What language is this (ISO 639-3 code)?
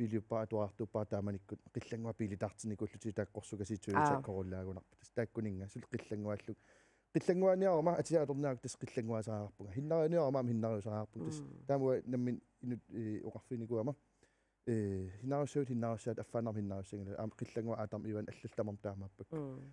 kal